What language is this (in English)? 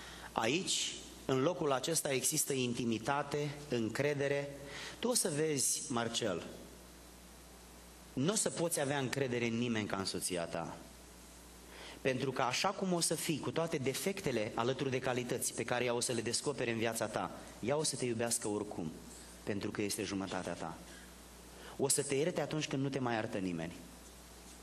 Romanian